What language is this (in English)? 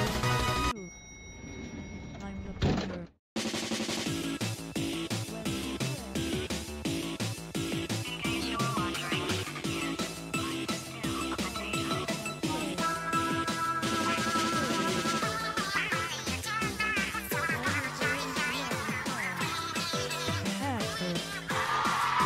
English